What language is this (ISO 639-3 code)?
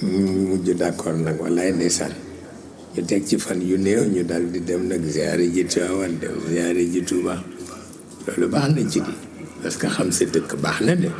wol